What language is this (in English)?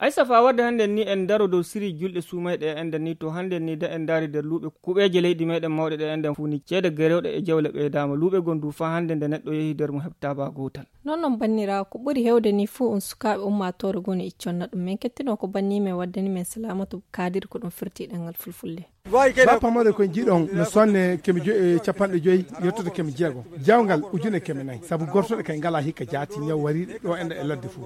Fula